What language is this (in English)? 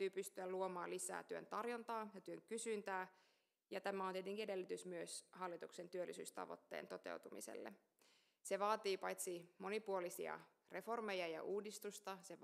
Finnish